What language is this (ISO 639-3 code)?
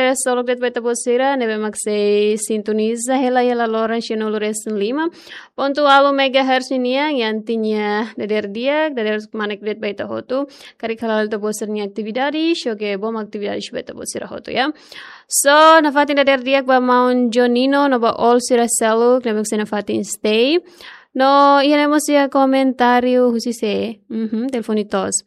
tet